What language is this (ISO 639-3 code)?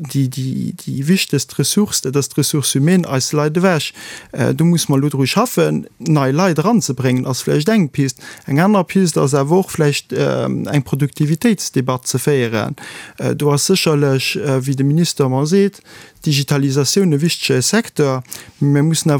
ltz